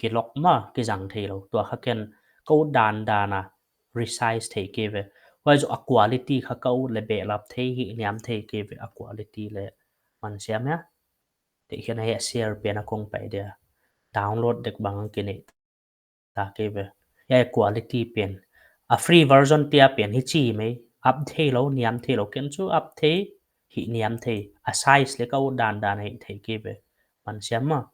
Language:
Paite Chin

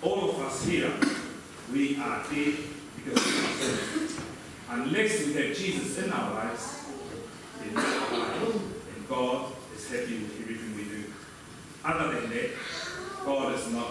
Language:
Tongan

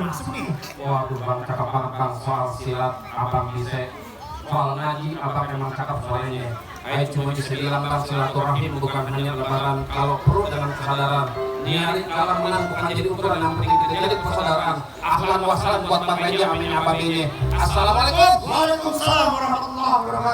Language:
Betawi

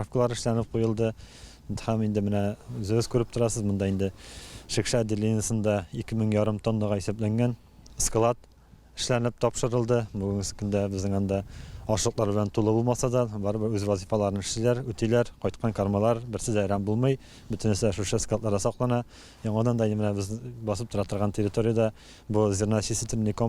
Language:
Tatar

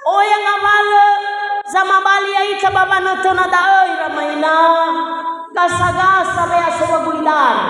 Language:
Nias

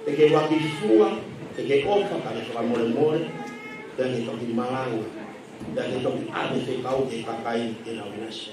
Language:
Tongan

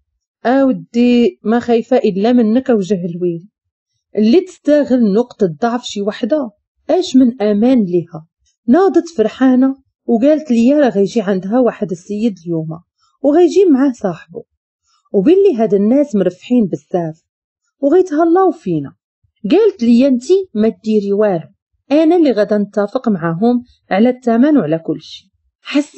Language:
Moroccan Arabic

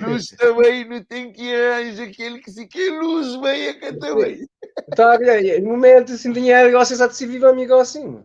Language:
Kabuverdianu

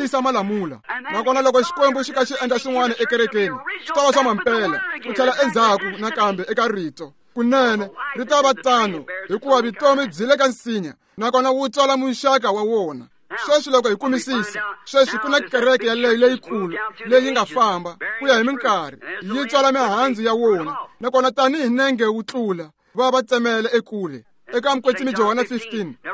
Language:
Tsonga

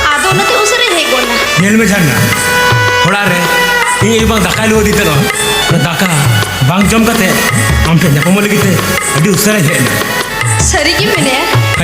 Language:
Santali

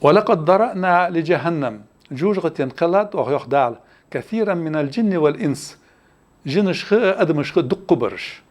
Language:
Ingush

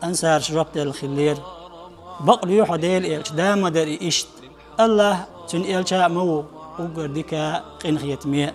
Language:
Chechen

